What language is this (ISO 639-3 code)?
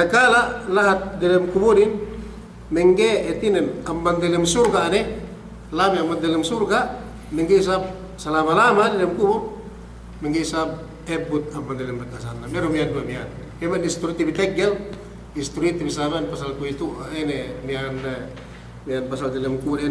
yka